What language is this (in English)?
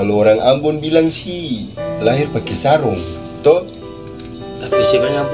Ambonese Malay